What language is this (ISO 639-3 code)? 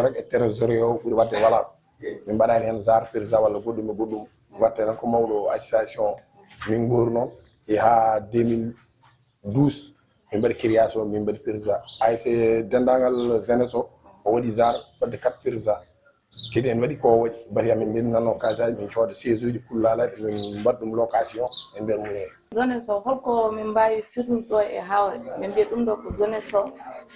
ful